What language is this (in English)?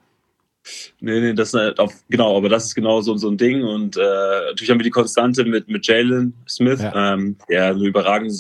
German